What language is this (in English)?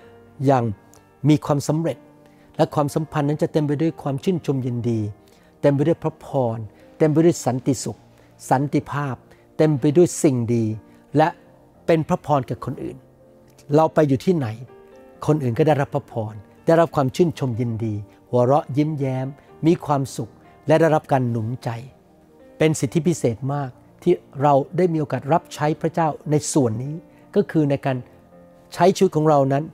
Thai